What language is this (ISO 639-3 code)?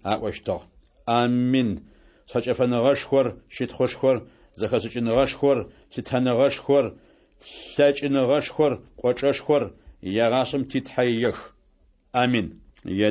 ady